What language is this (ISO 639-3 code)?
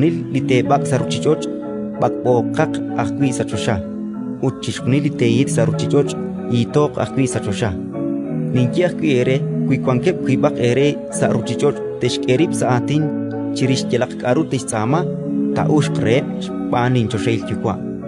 kek